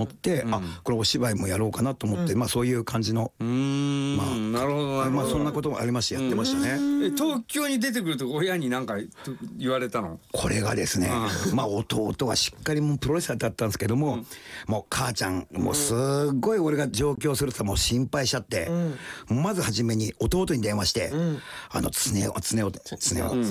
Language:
Japanese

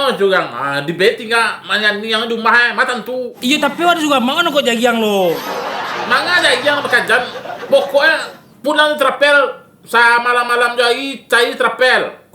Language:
Minangkabau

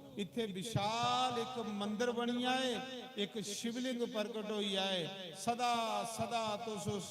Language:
Dogri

